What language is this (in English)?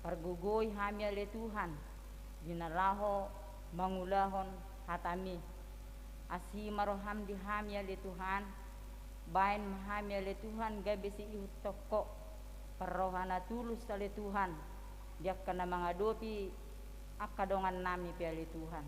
Batak Toba